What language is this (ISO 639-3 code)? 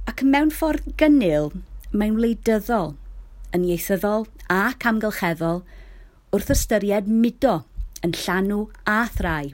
cym